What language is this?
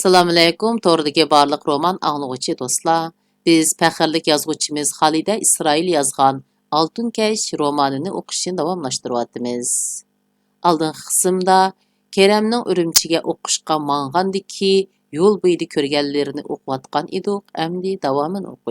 Uyghur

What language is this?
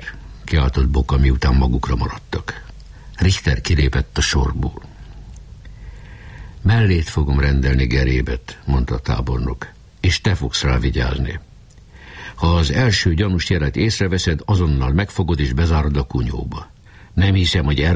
Hungarian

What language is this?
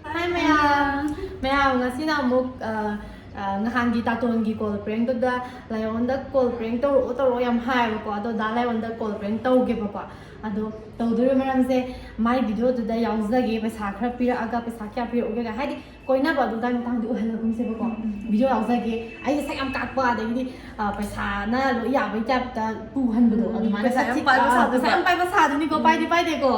Manipuri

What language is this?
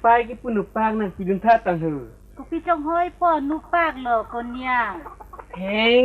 Karbi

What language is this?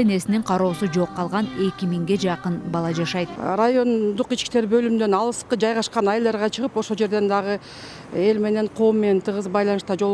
Kyrgyz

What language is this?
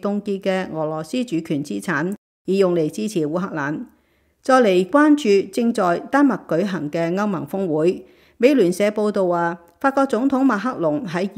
Cantonese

